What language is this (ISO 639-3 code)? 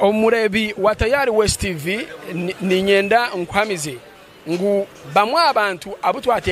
nyn